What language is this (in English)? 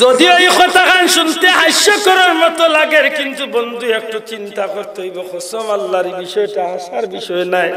Sylheti